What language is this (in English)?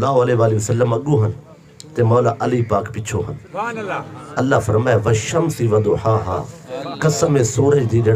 Saraiki